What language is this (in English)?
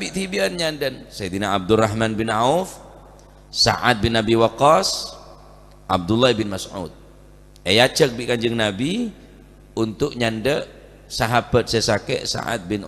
Madurese